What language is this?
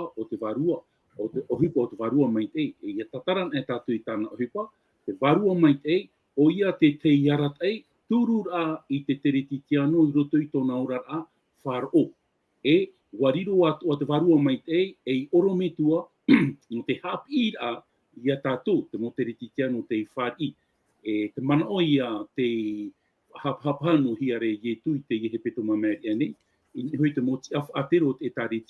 Tahitian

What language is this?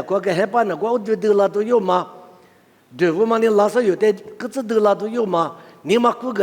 Lisu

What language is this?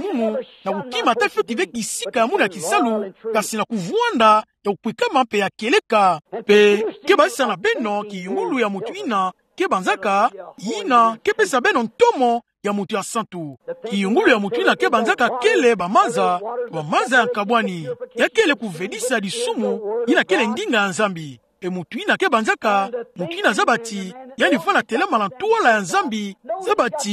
Kituba (Democratic Republic of Congo)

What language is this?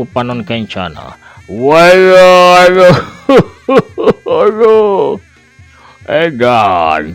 Sundanese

